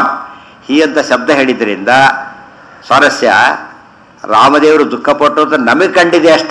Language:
Kannada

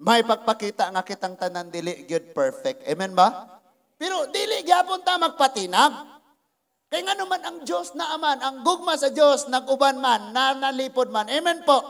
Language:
Cebuano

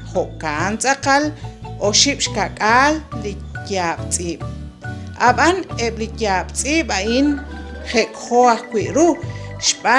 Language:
Kekchí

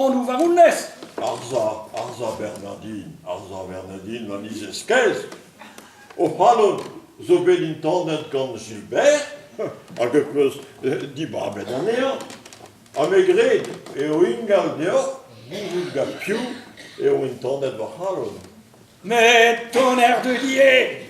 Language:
Breton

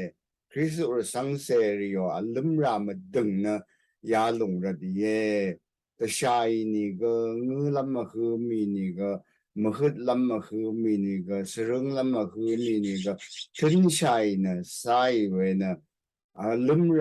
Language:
Rawang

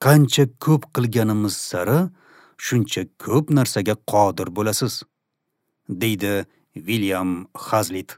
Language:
Uzbek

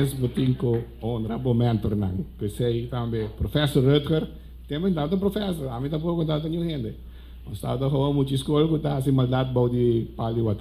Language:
Papiamento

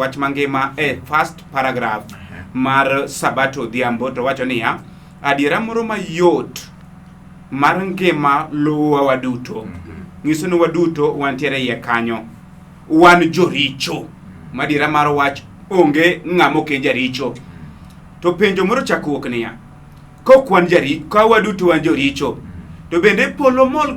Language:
Luo (Kenya and Tanzania)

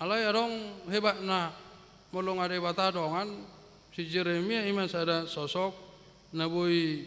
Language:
Batak Toba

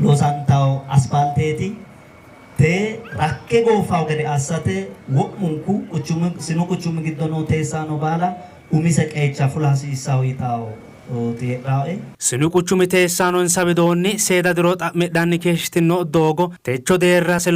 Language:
Sidamo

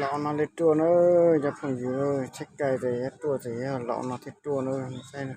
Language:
Hmong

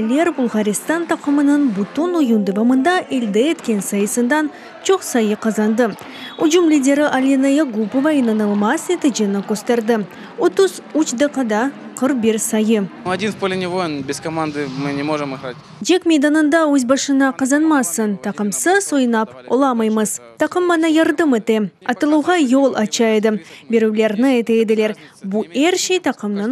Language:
Crimean Tatar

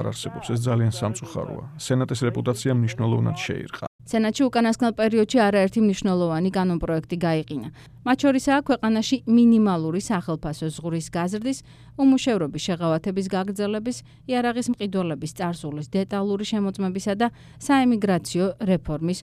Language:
Georgian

